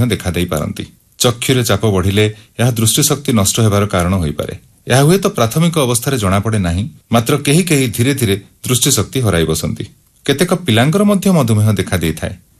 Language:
Odia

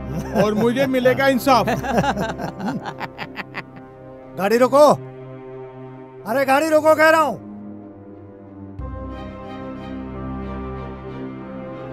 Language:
Hindi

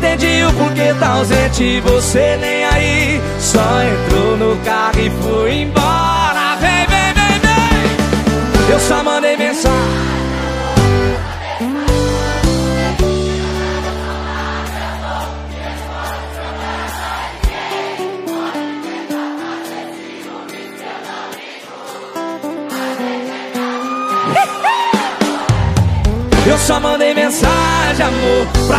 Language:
Portuguese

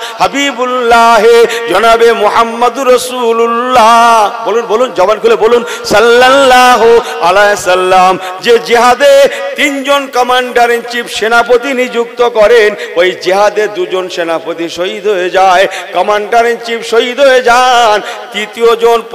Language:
Bangla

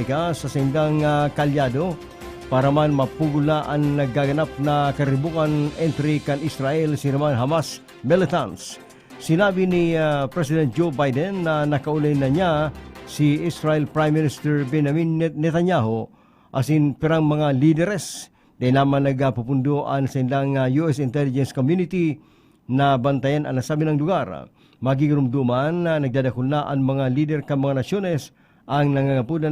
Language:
Bikol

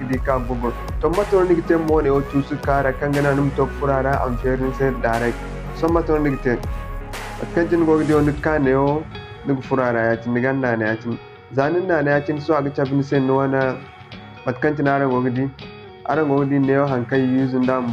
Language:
Zarma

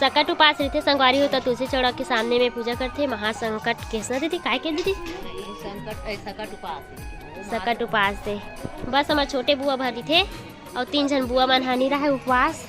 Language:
Chhattisgarhi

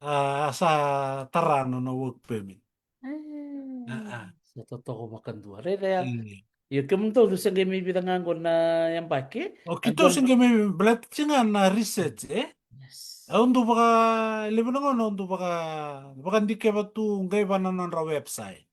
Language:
Fijian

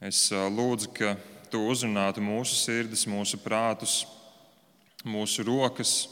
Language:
Latvian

